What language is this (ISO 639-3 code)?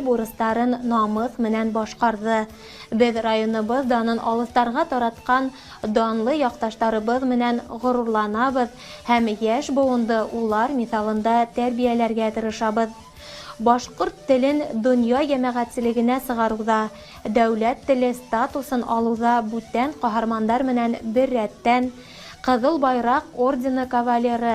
bak